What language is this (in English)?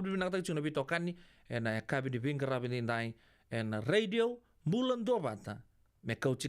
Fijian